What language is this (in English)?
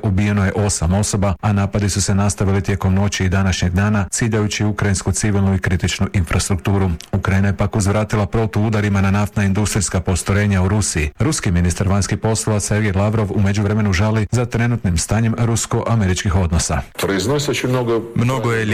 Croatian